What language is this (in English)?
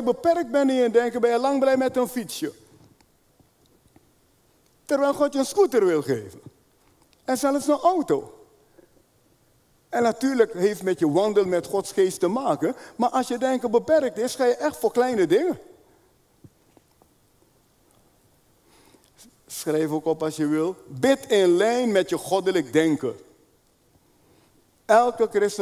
Dutch